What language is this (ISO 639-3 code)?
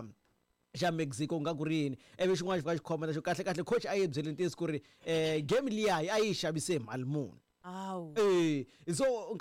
tso